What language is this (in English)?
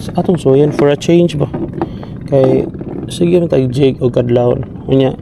Cebuano